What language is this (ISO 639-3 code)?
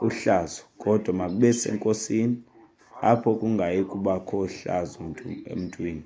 xho